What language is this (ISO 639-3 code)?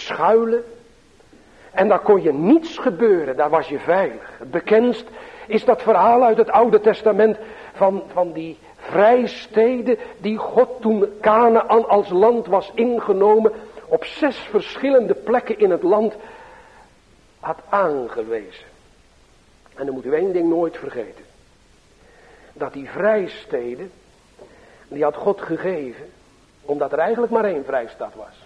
nld